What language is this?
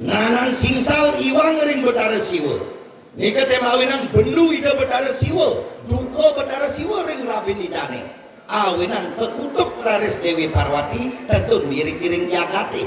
Balinese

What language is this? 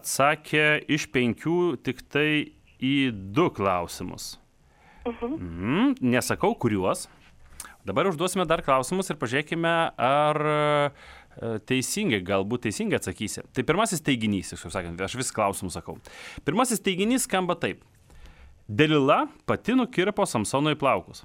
Lithuanian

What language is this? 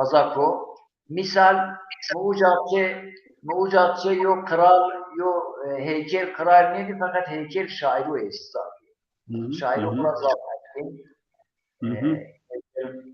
Zaza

